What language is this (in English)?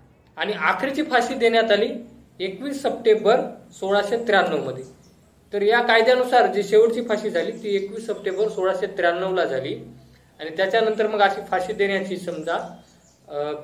Marathi